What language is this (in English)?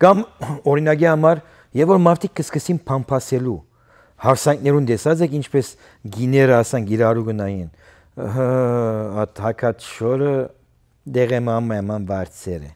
Western Armenian